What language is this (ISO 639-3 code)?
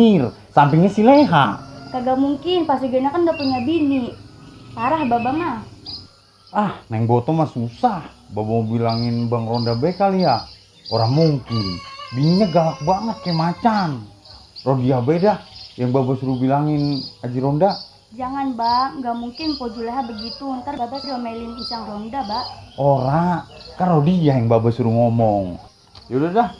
bew